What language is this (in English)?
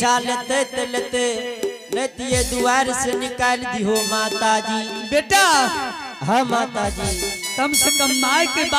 Angika